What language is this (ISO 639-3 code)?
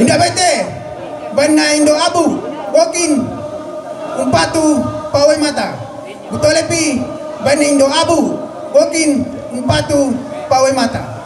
sda